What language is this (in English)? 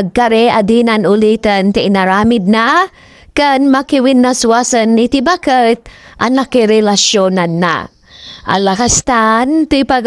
Iloko